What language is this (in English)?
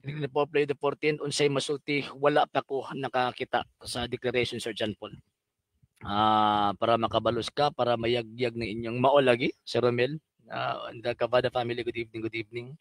Cebuano